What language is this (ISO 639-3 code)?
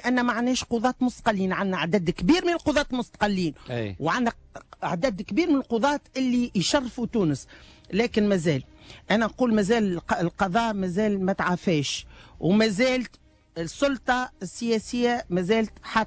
aeb